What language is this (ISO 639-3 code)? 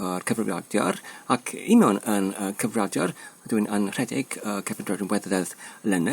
cym